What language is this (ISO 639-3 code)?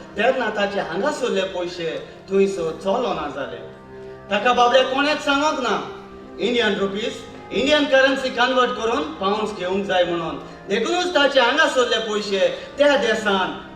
kok